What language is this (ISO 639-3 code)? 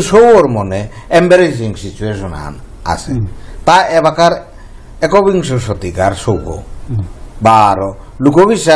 bpy